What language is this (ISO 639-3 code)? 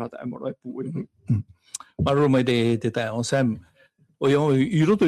tah